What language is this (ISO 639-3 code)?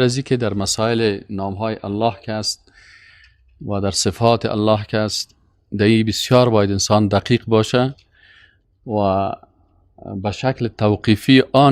fas